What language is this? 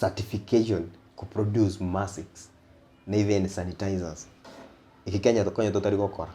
Gusii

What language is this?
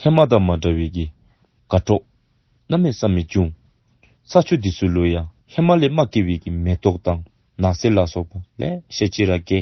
Dzongkha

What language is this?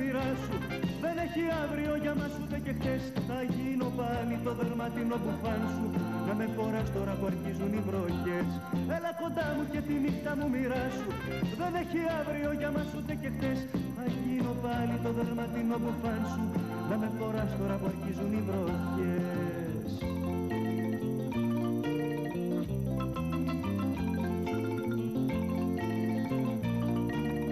Greek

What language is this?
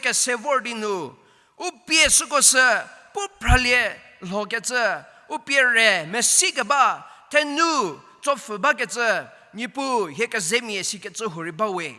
Angami Naga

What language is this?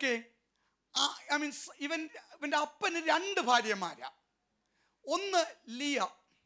Malayalam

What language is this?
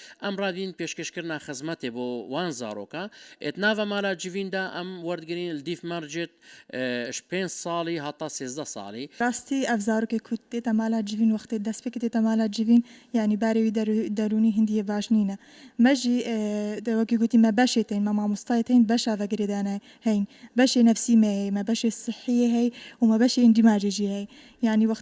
Kurdish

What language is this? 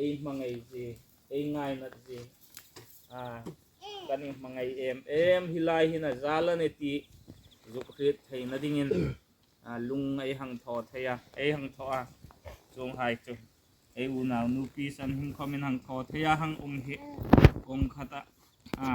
Hmar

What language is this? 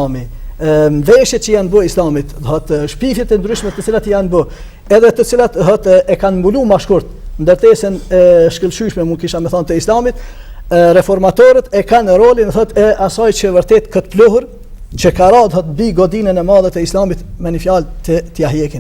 Albanian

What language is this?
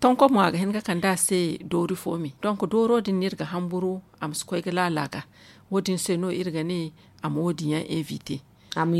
Zarma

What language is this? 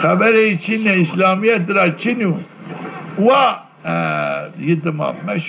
Zaza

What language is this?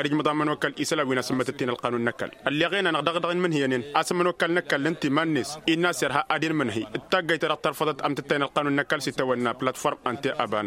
Tamasheq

